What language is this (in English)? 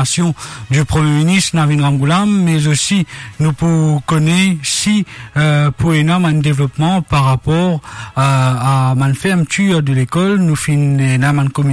Morisyen